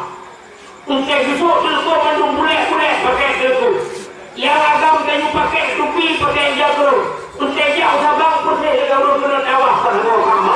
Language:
Achinese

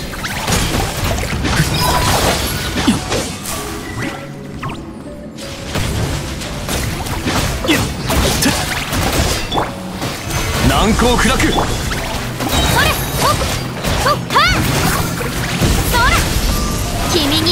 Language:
Japanese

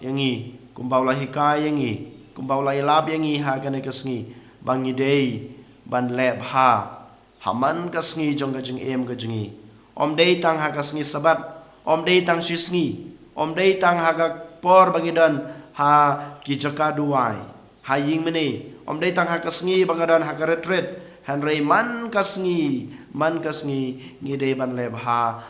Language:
Khasi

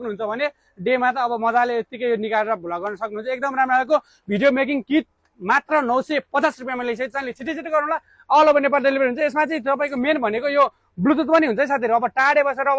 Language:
Nepali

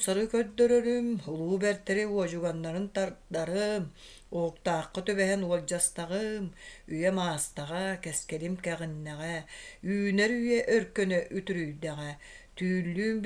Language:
Yakut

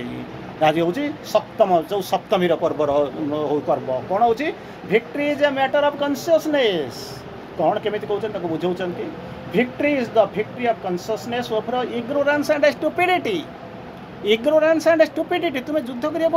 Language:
Odia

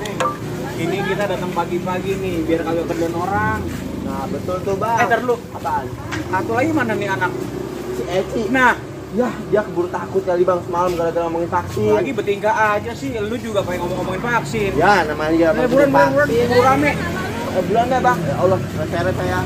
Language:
Betawi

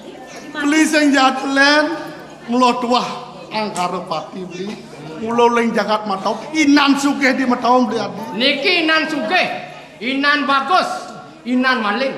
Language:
Balinese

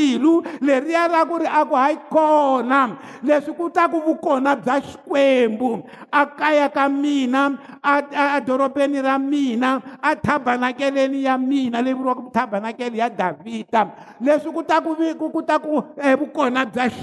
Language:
Tsonga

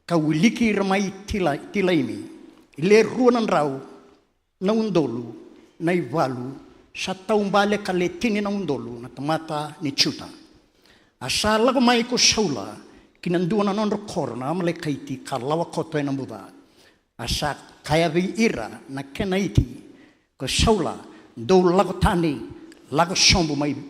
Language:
Fijian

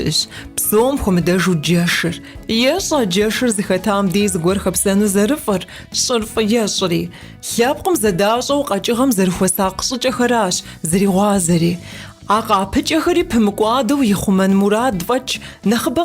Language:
Kabardian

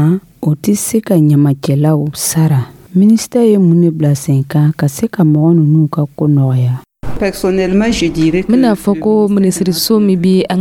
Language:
Dyula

